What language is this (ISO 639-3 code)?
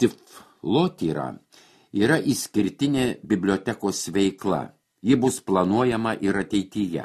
lit